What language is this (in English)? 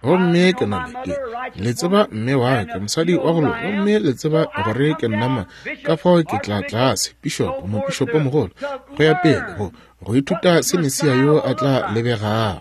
Northern Sotho